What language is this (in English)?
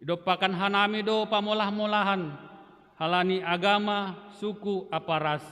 Batak Simalungun